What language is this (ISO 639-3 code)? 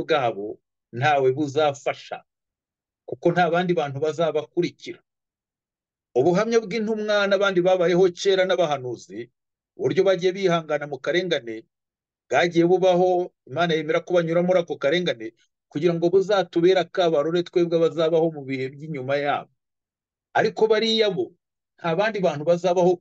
kin